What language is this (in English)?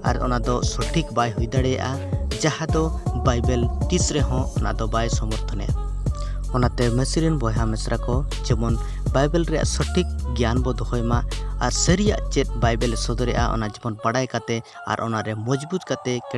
Santali